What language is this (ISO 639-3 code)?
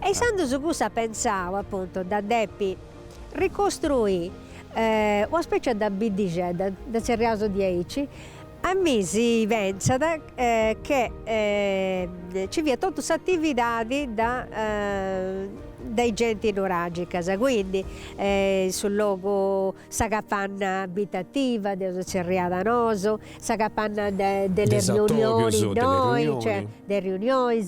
srd